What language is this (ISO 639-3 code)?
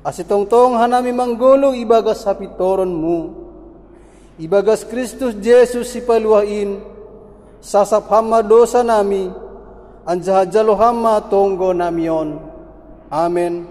bts